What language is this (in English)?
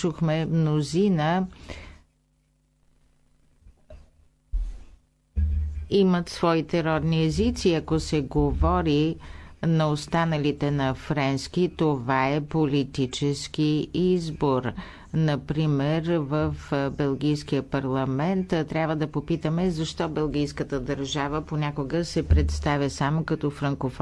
Bulgarian